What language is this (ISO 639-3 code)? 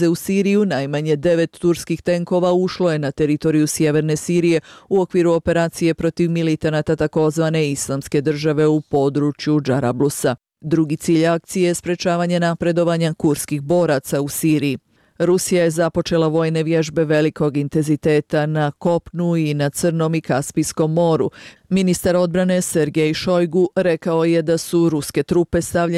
bos